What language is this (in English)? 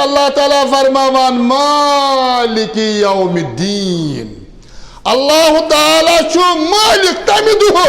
Kashmiri